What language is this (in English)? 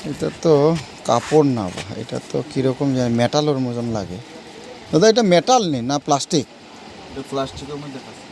Manipuri